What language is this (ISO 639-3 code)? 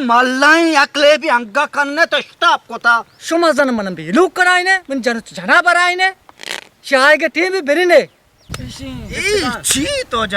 bal